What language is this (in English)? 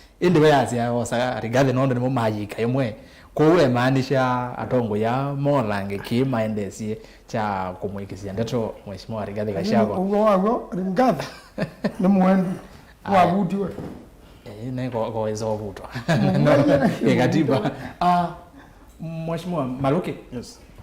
Kamba